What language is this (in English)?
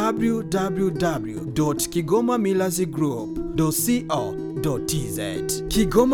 Swahili